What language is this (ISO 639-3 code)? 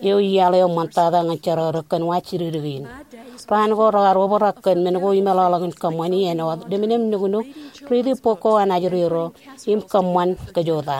mah